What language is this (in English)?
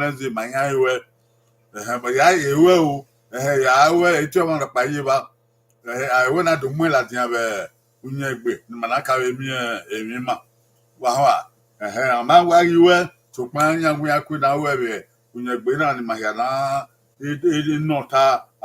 Bini